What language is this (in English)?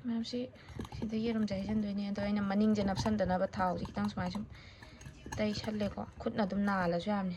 Manipuri